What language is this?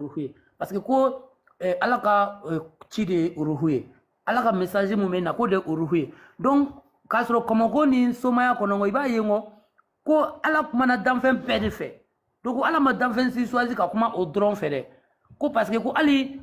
Bambara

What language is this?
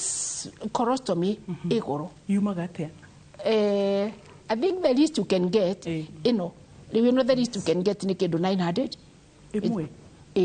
Kikuyu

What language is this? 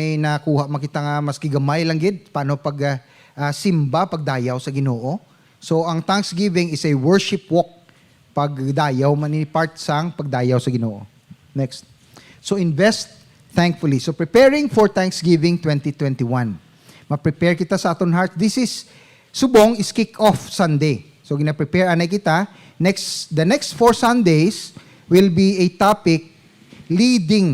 Hiligaynon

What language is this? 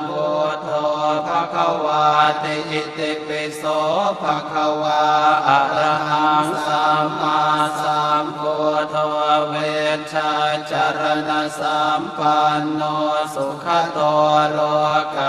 Pali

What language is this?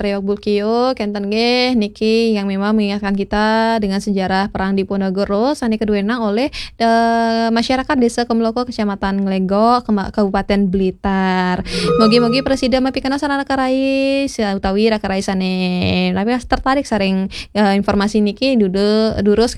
Balinese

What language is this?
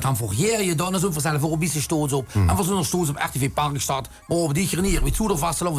Limburgish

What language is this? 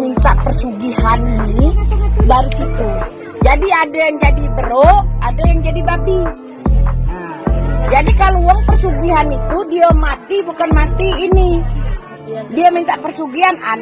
Musi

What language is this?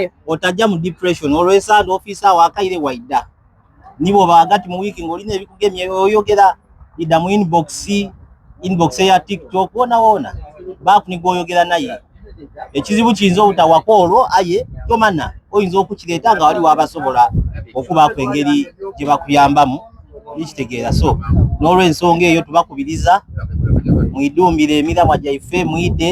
Soga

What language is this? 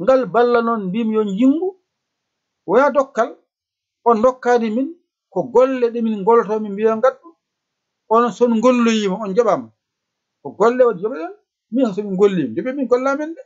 Fula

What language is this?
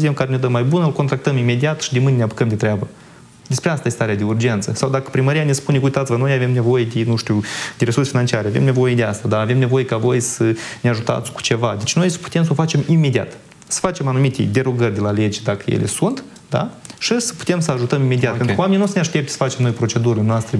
Romanian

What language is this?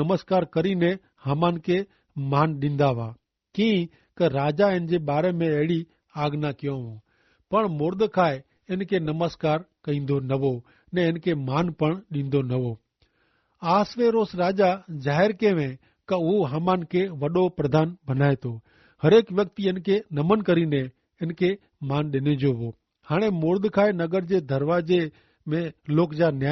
Kachhi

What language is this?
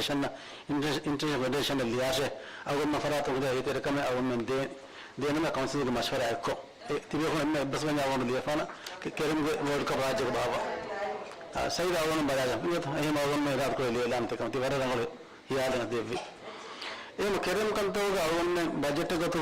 Divehi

